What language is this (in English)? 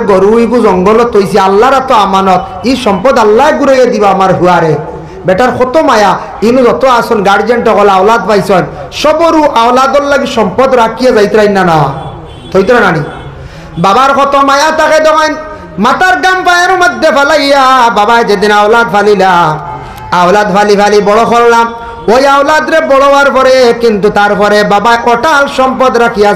Sylheti